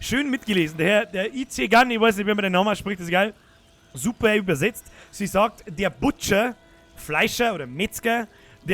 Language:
Bavarian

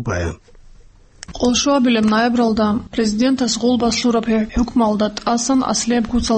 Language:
Avaric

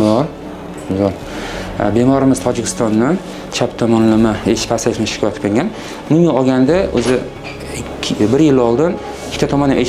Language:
Uzbek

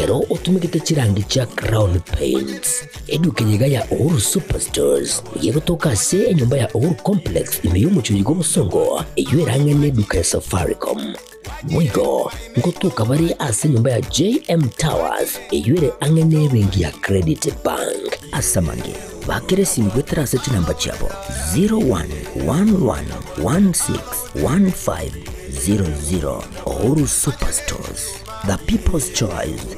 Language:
Gusii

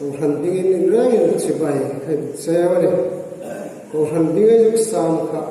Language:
Hmar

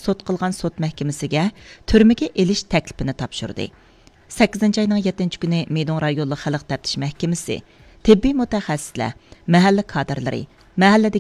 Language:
Uyghur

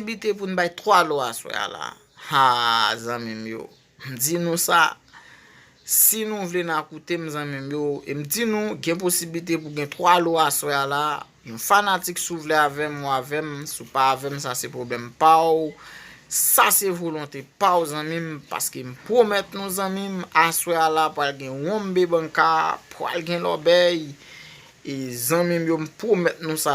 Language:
Haitian Creole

